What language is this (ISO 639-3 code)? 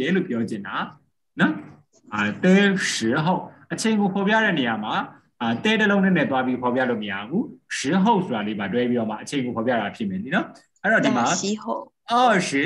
mya